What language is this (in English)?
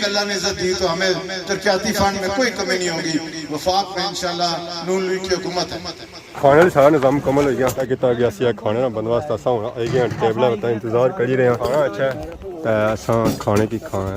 Pahari-Potwari